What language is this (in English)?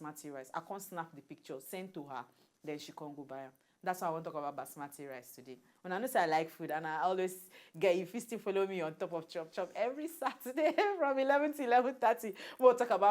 Nigerian Pidgin